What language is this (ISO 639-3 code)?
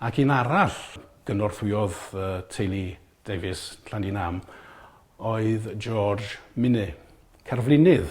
cym